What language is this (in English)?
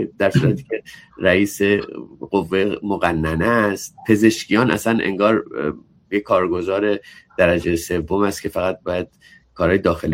Persian